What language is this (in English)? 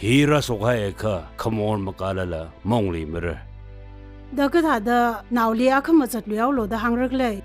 Tangkhul Naga (India)